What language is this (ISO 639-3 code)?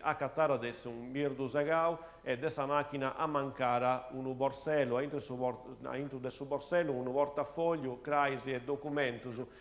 srd